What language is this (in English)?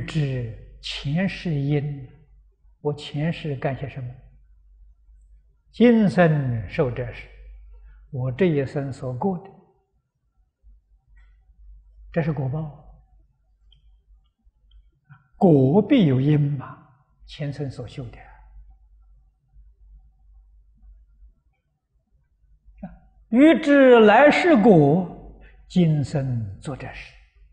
Chinese